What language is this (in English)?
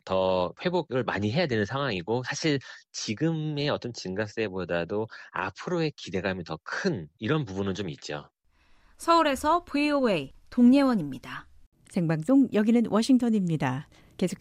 Korean